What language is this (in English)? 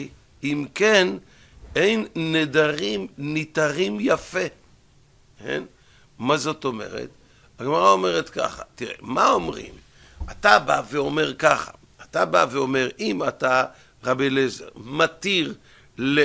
Hebrew